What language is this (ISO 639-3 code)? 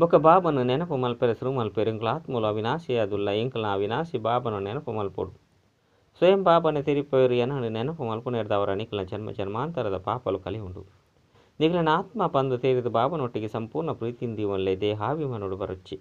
tcy